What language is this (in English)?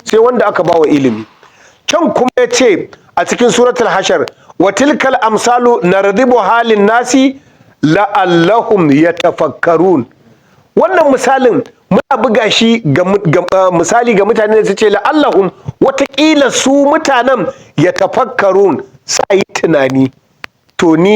Hausa